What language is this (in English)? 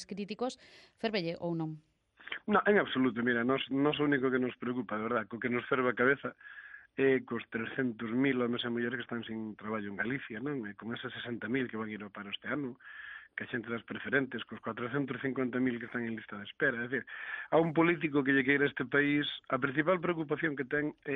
Galician